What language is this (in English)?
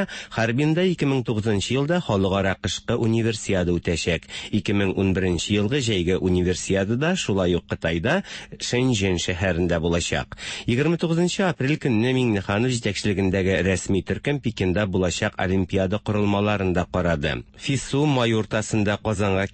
Tatar